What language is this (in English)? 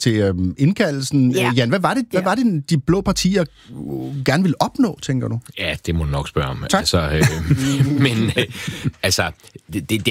Danish